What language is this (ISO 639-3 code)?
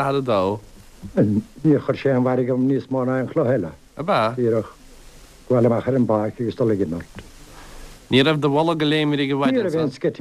gle